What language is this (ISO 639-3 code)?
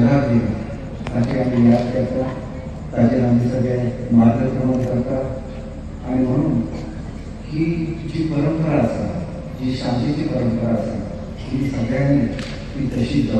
kok